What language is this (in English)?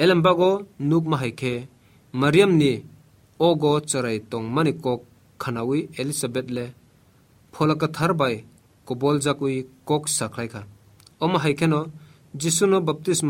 Kok Borok